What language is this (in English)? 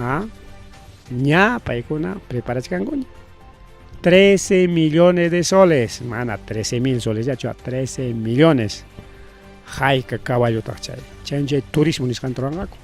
Ayacucho Quechua